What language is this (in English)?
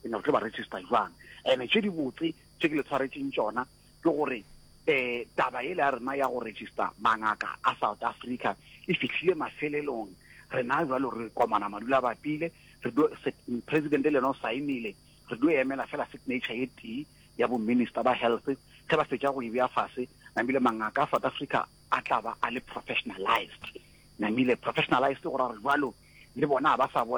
Northern Sotho